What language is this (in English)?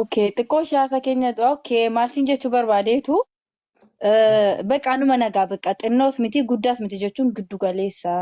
Oromo